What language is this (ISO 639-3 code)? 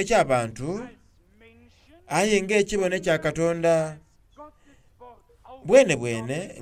xog